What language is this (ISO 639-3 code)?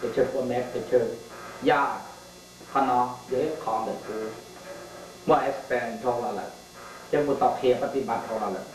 hmn